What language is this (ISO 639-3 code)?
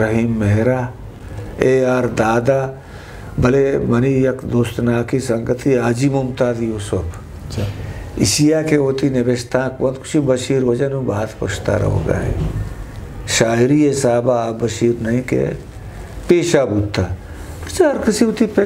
bgp